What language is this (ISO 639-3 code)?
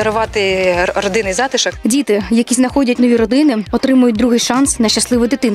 ukr